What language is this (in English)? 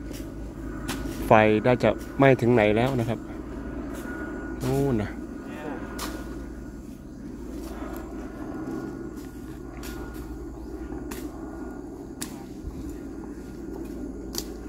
Thai